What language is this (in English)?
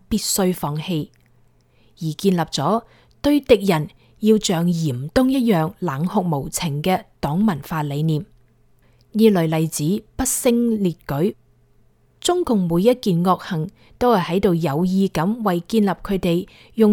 Cantonese